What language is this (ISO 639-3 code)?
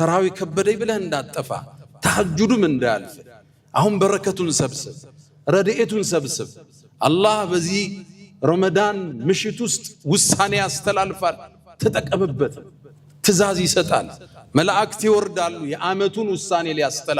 amh